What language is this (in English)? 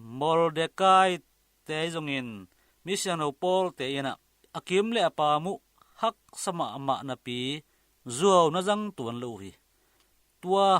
Tedim Chin